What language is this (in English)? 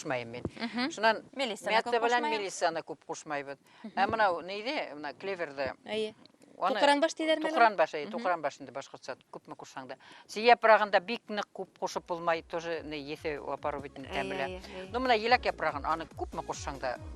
Bashkir